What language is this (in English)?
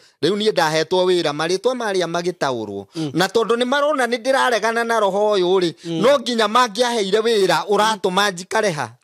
Kikuyu